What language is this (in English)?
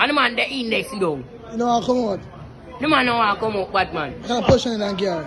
Jamaican Creole English